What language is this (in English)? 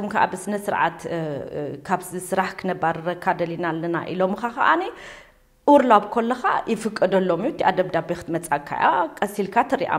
Tigrinya